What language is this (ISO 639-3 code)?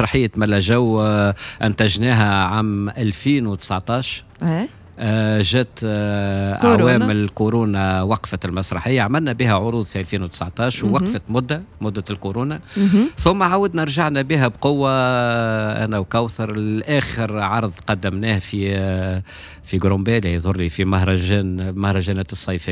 aeb